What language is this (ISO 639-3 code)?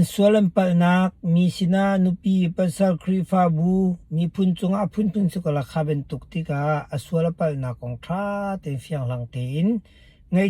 cnh